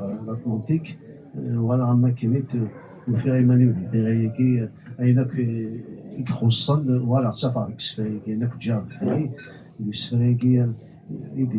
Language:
Kabyle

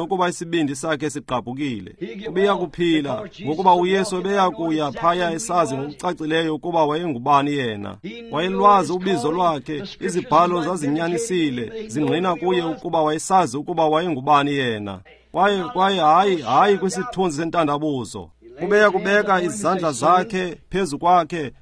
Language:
Xhosa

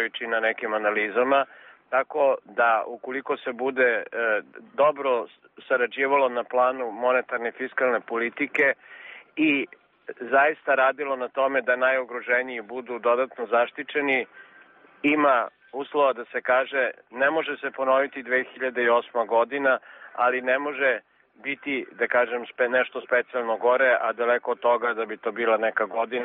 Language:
Serbian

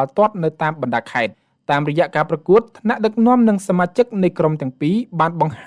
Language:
Khmer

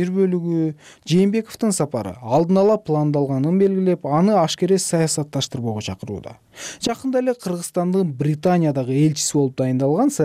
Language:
Kyrgyz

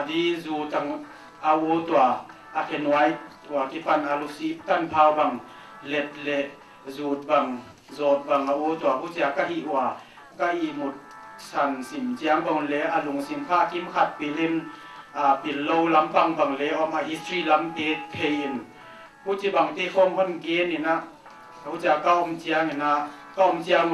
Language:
Paite Chin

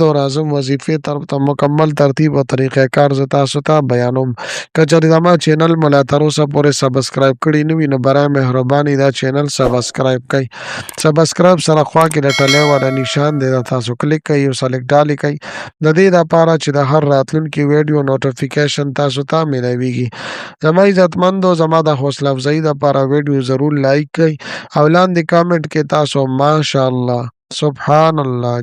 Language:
Pashto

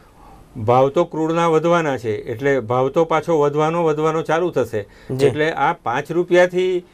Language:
Gujarati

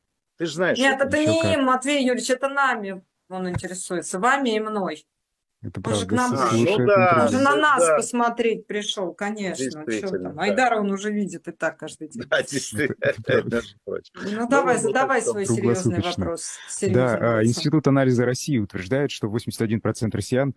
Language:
Russian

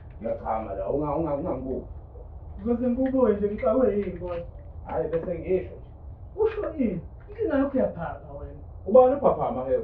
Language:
Zulu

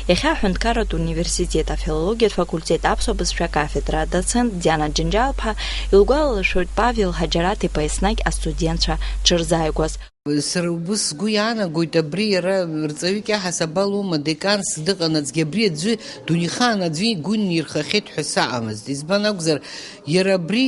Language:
Abkhazian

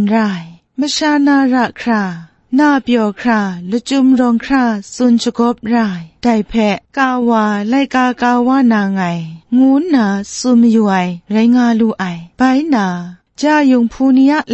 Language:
Kachin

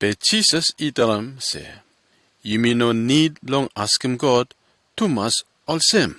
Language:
Bislama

